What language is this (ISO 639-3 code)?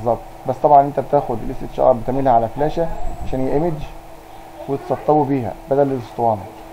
arz